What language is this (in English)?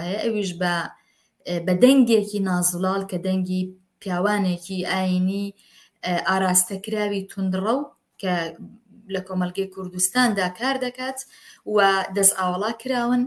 Central Kurdish